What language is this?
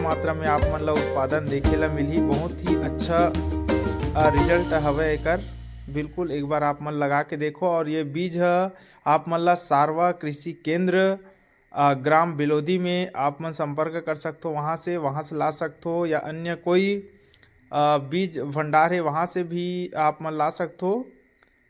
Chhattisgarhi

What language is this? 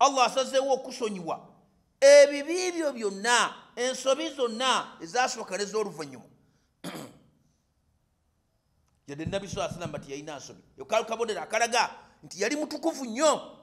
Ganda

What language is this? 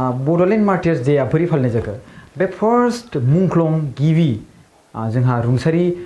Bodo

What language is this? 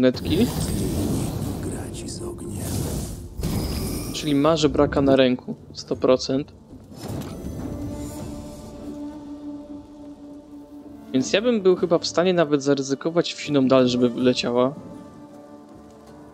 Polish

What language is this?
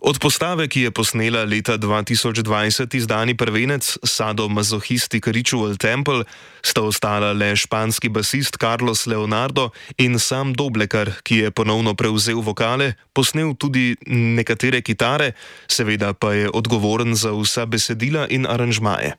Slovenian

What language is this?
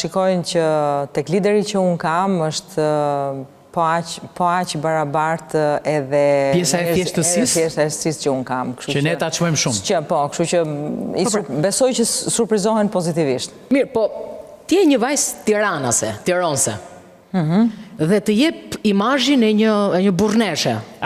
Albanian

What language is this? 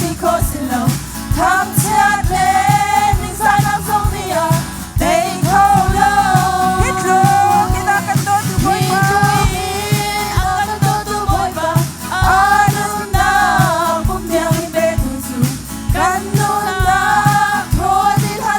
Hakha Chin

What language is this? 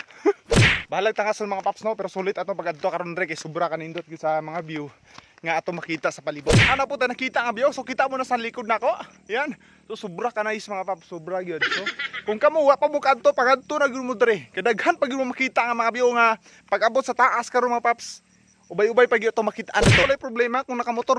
Cebuano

